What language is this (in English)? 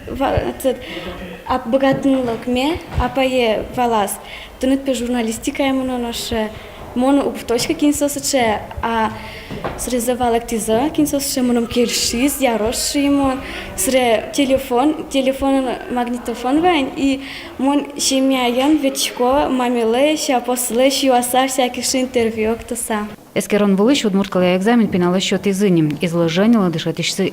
Udmurt